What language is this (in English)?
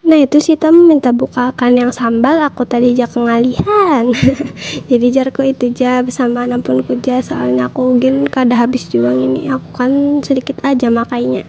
Banjar